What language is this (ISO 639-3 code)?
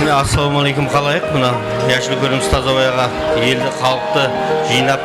kaa